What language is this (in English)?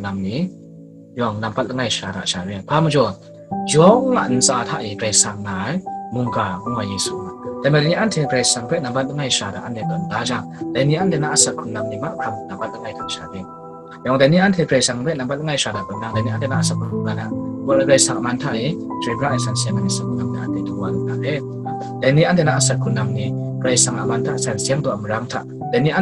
Kachin